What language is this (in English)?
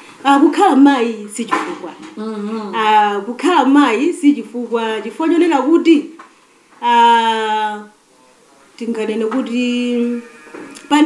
Nyanja